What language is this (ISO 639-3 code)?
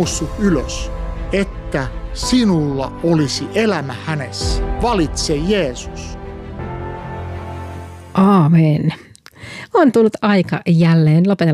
fin